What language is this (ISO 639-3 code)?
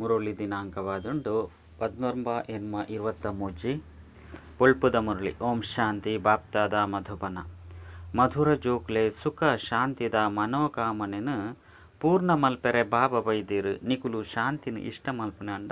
tcy